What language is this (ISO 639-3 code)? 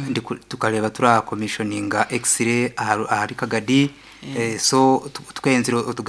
nyn